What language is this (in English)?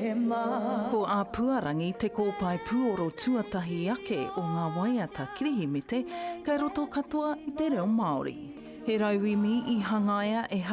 Māori